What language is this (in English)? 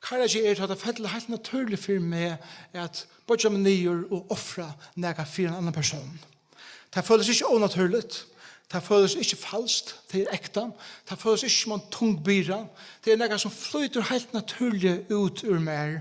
Faroese